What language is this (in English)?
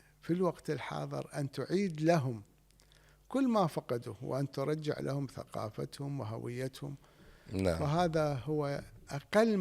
Mesopotamian Arabic